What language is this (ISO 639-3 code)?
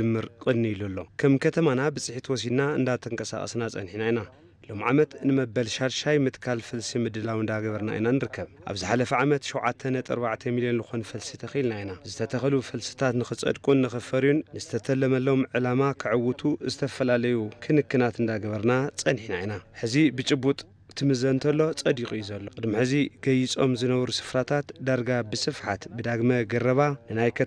tir